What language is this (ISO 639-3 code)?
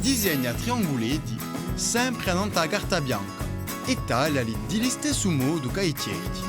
cos